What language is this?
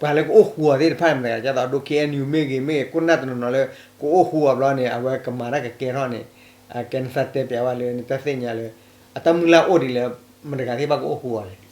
S'gaw Karen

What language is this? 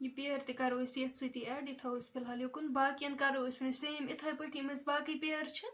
Kashmiri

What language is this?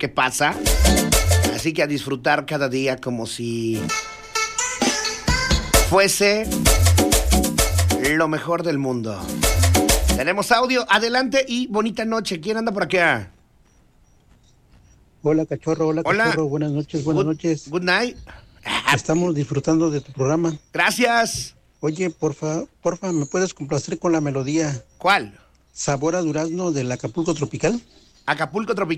Spanish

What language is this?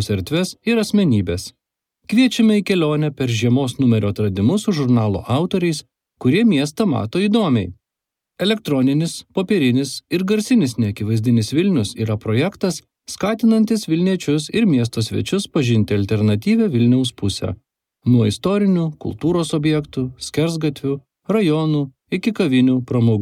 Lithuanian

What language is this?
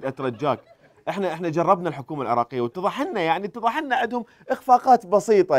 Mesopotamian Arabic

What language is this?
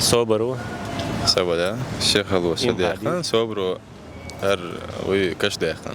Chechen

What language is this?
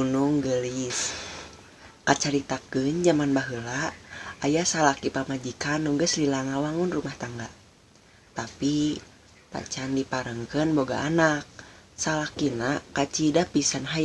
Sundanese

